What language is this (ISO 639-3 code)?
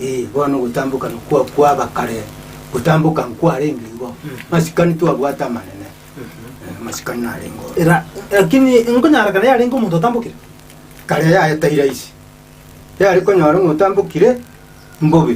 guz